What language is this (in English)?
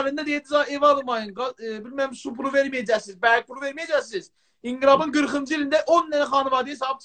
South Azerbaijani